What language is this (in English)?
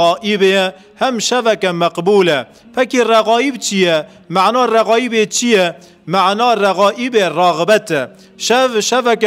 Kurdish